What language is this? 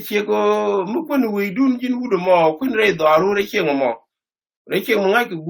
Nuer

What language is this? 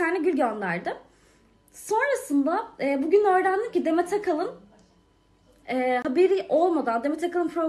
Turkish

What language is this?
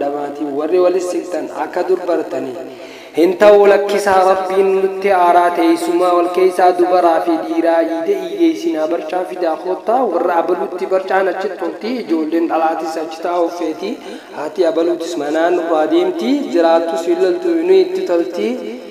Oromo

